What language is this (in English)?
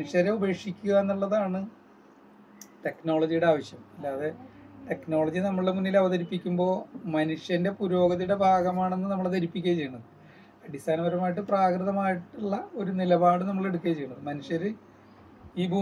Malayalam